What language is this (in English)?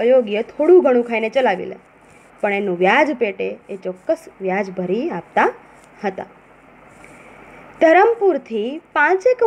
Gujarati